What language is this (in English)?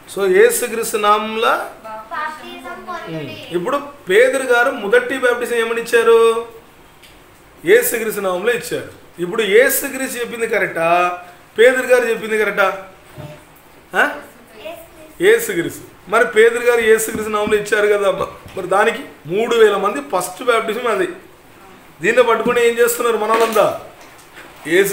Telugu